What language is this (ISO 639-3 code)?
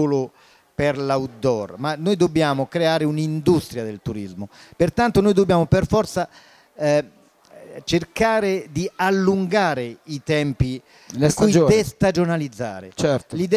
ita